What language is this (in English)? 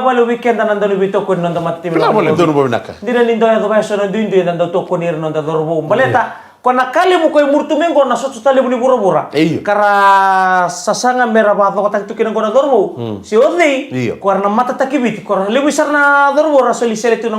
Fijian